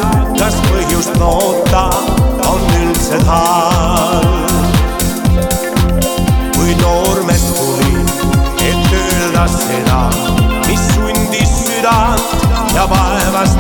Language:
Estonian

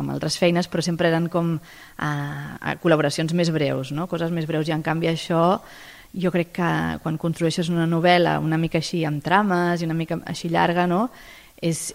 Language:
Catalan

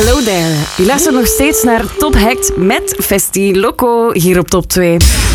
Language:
Dutch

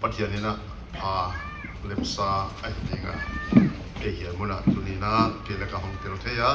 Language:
Paite Chin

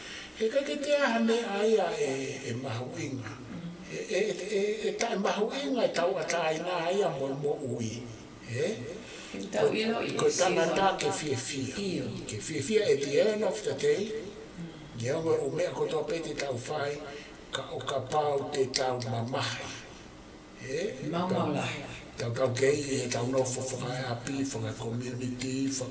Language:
Tongan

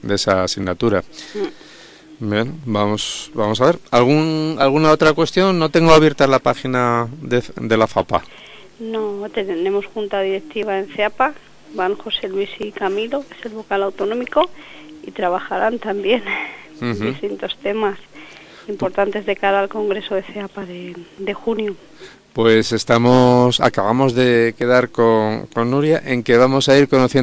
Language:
Spanish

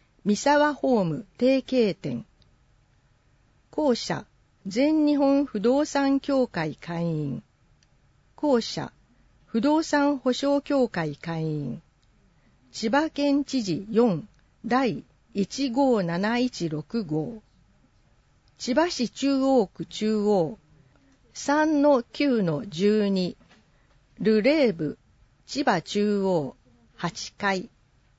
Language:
Japanese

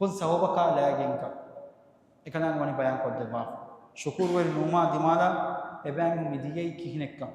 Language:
Divehi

